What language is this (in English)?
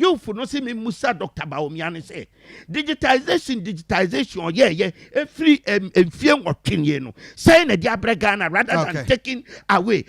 Akan